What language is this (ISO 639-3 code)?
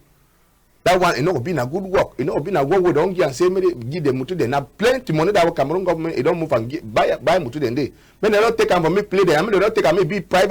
wes